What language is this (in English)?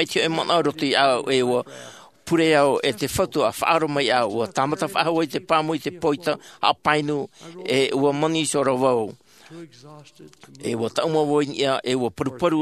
Tahitian